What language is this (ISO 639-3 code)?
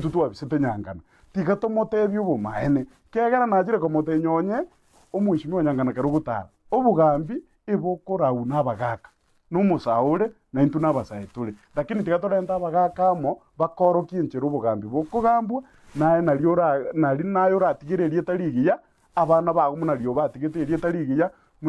guz